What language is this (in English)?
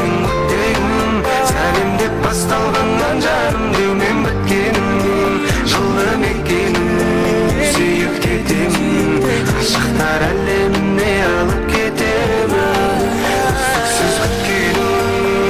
Kara-Kalpak